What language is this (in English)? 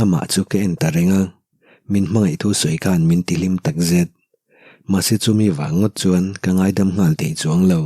Mizo